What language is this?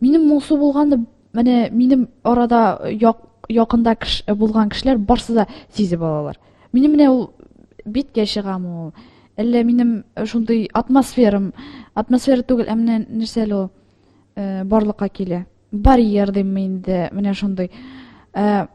Tatar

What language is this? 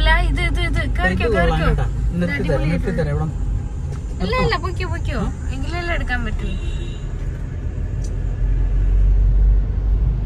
Malayalam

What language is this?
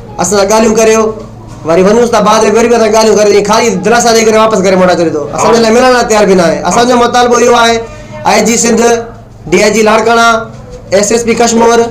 Sindhi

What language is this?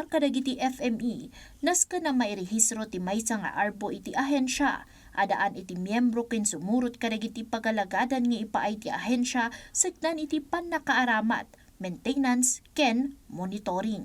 Iloko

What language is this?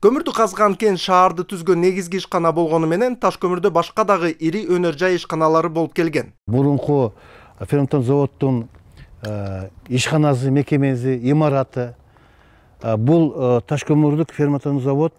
Kyrgyz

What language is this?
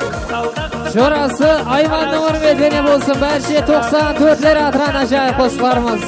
Kara-Kalpak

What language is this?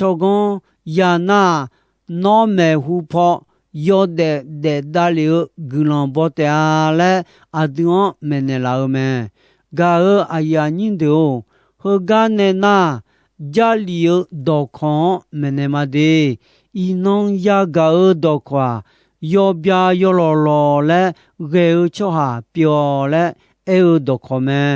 Akha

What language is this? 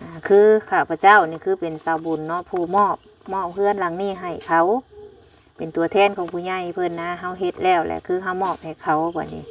Lao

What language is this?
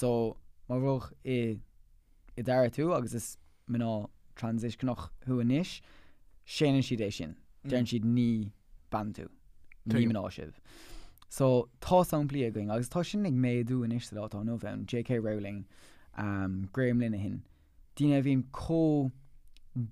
Irish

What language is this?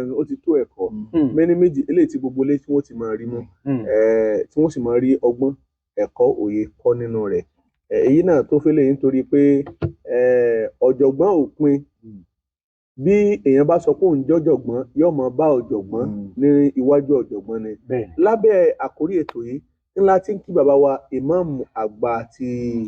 Yoruba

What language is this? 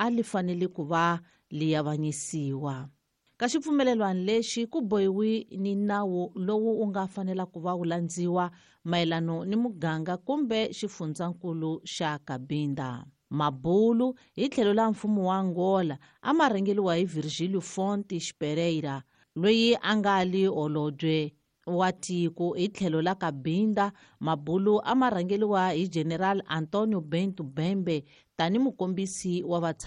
Tsonga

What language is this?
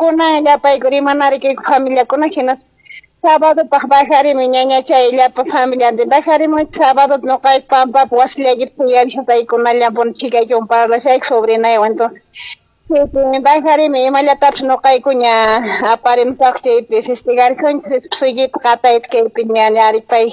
Quechua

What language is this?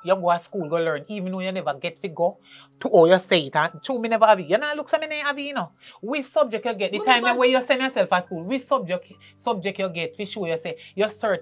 Jamaican Creole English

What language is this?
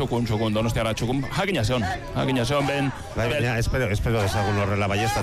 Basque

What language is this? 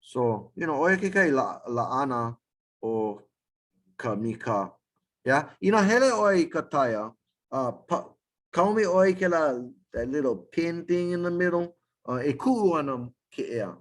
Hawaiian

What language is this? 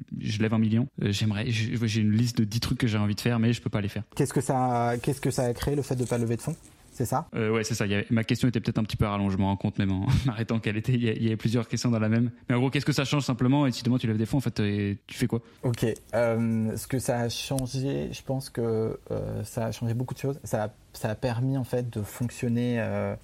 French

